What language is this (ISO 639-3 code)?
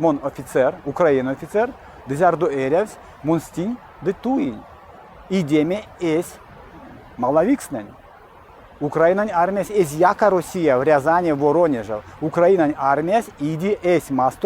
myv